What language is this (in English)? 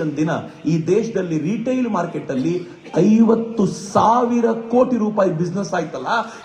Kannada